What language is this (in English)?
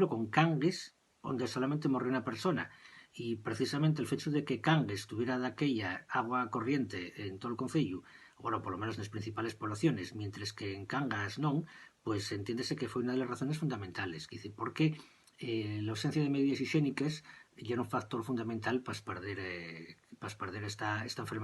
Asturian